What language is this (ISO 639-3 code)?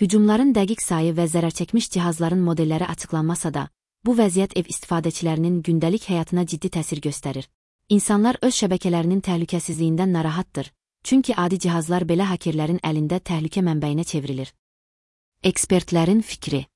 aze